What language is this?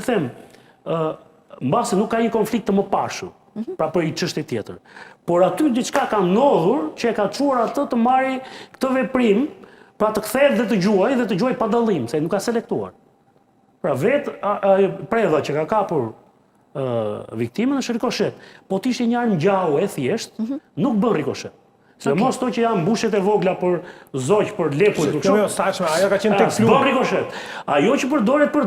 Albanian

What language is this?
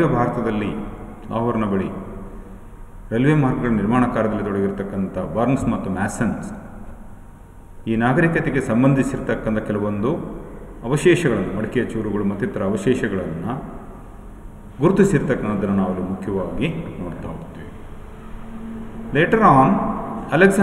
Kannada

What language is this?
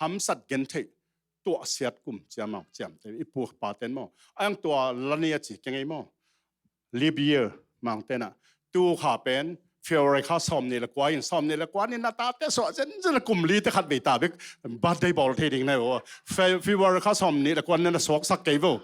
Tedim Chin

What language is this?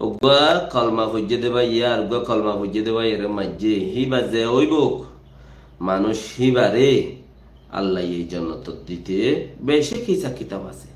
Rohingya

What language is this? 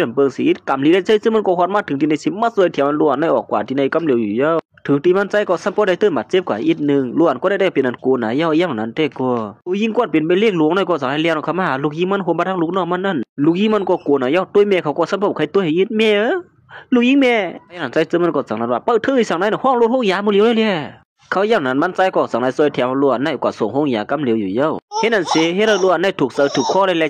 Shan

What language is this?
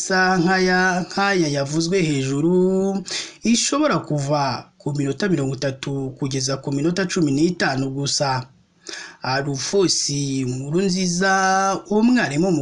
Kinyarwanda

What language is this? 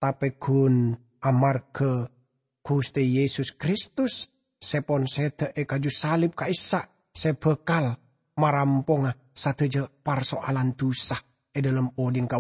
Madurese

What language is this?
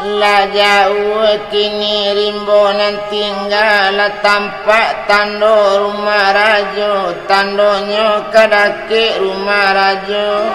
Minangkabau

